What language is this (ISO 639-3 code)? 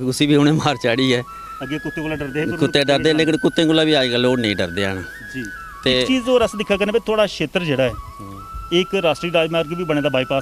doi